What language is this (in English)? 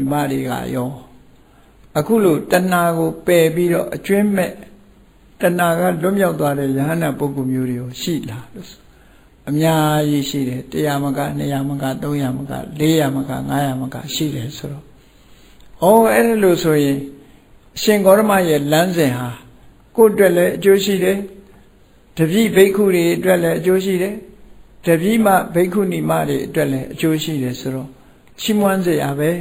Burmese